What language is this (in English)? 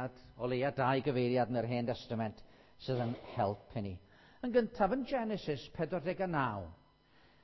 Welsh